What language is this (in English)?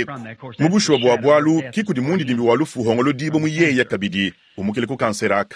Luba-Lulua